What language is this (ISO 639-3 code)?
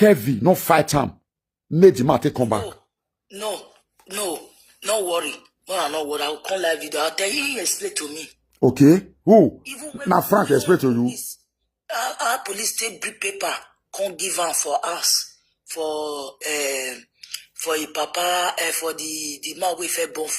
pcm